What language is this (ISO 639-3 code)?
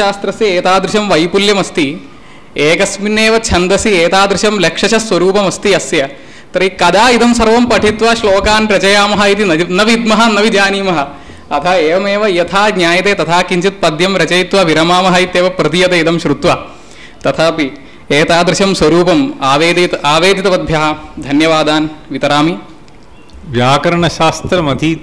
san